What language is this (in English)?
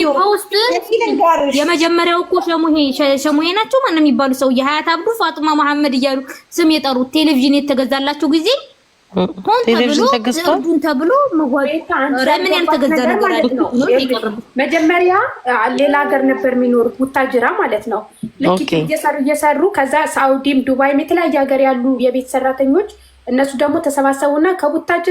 Amharic